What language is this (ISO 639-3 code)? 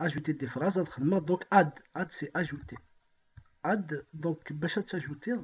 kab